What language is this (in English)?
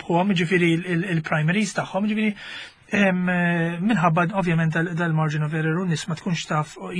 Maltese